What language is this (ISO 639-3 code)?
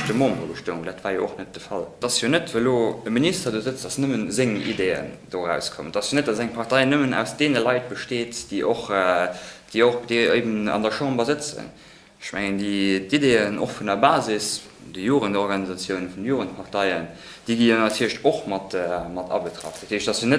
ltz